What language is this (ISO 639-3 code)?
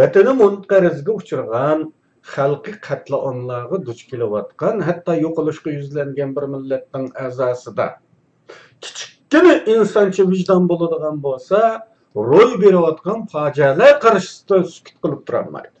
uig